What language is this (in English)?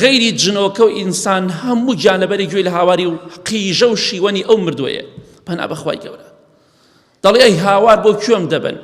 Central Kurdish